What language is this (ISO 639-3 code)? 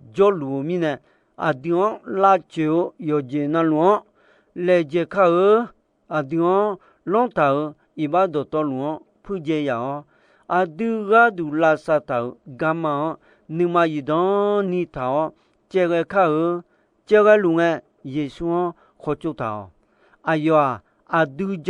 ahk